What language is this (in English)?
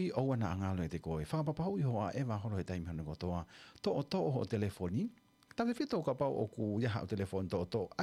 Tongan